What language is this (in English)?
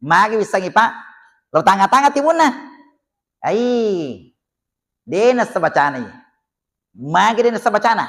Buginese